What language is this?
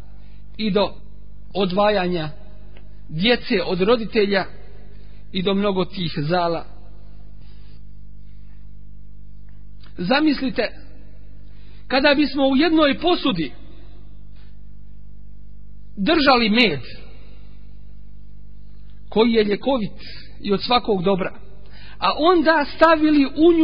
Bosnian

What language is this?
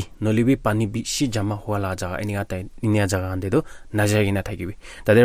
Naga Pidgin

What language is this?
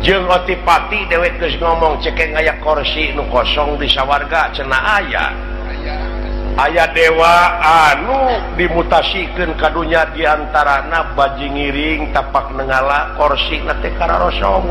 Sundanese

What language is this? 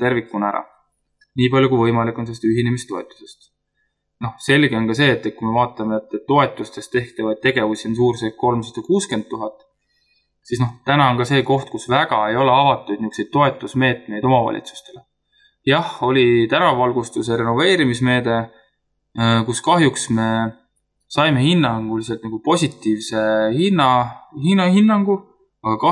Estonian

